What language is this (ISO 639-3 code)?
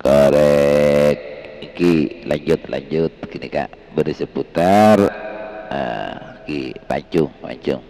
mad